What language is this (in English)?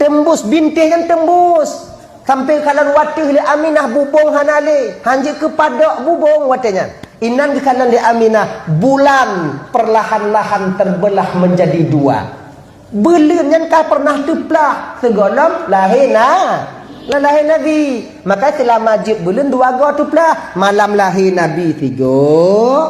Achinese